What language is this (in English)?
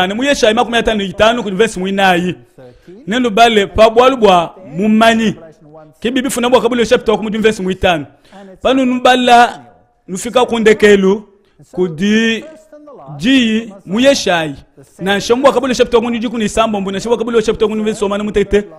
Luba-Lulua